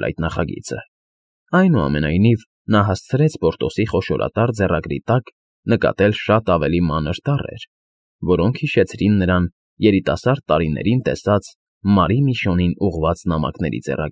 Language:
Armenian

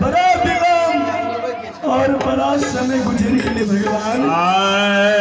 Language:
Maithili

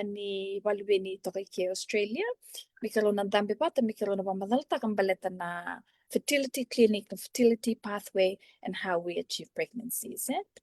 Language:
Fijian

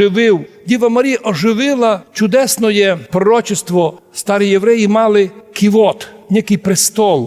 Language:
Rusyn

